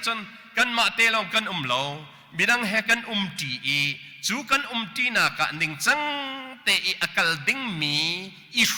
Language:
Hakha Chin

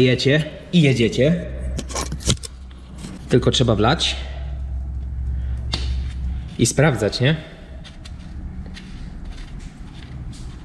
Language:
Polish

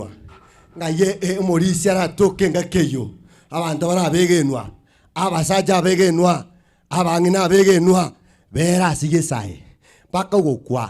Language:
Gusii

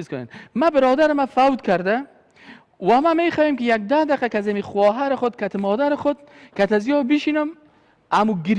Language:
Persian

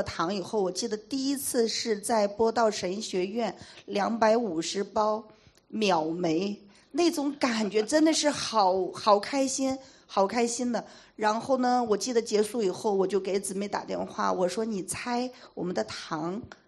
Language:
Cantonese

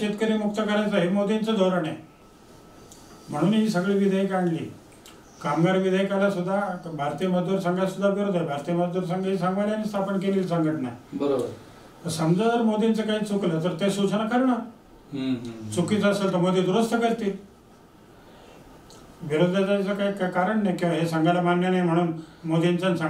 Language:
Marathi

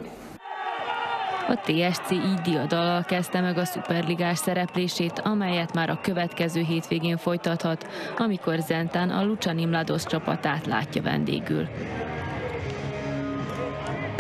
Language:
Hungarian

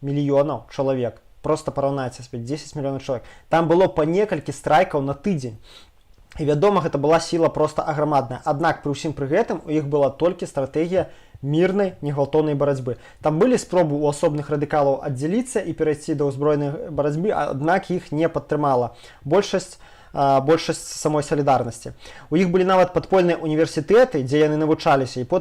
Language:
Belarusian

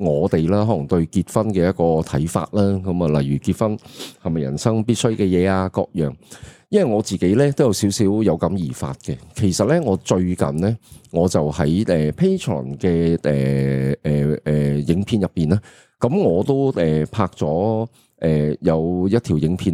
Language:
Cantonese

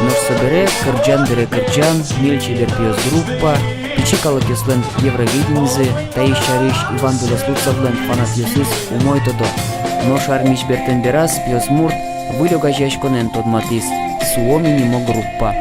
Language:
Udmurt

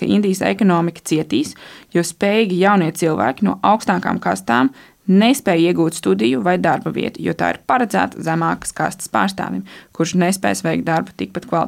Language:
Latvian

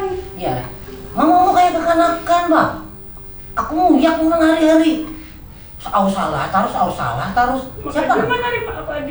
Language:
Banjar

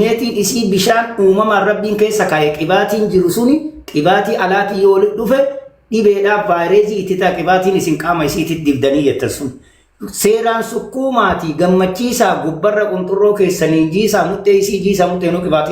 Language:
Oromo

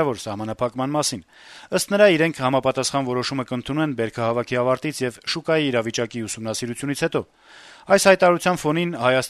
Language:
Armenian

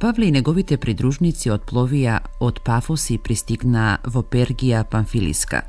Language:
Macedonian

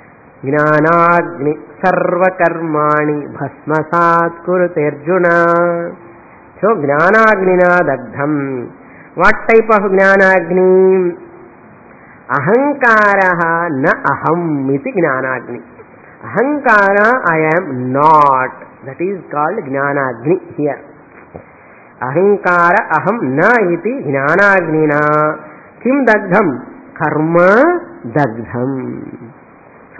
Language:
Telugu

